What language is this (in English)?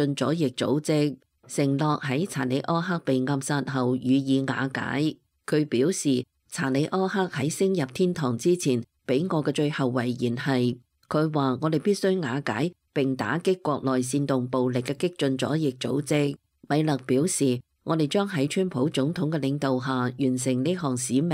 Cantonese